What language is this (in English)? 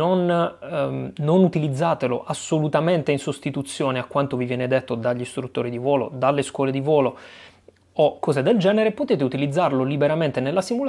Italian